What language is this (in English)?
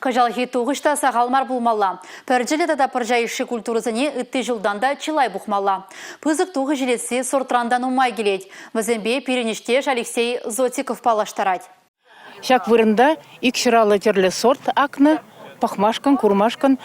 Chuvash